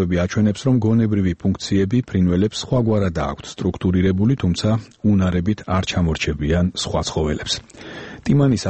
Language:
Georgian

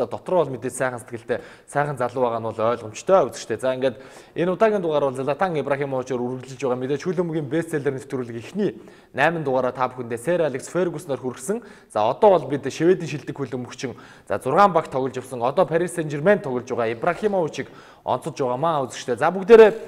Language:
Mongolian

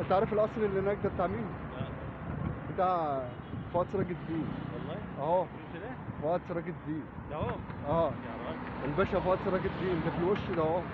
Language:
Egyptian Arabic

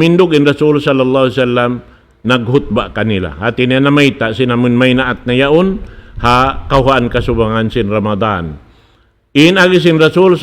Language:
Tausug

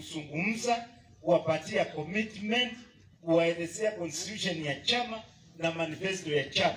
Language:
Swahili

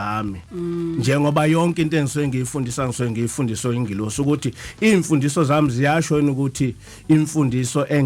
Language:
Zulu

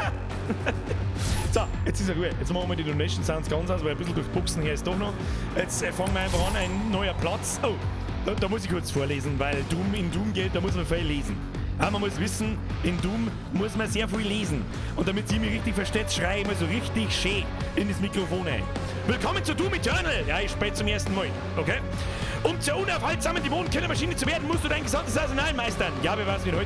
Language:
Bavarian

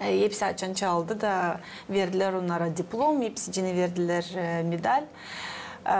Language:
Gagauz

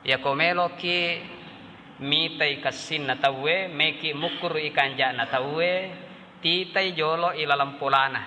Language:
Buginese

